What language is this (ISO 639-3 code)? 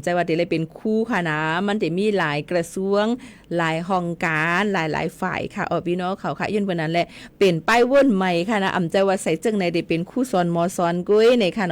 shn